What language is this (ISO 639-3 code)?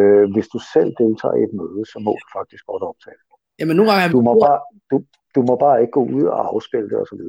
dan